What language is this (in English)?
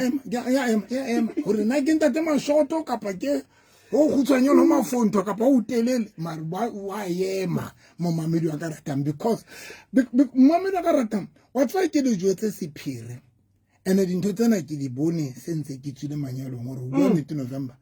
Southern Sotho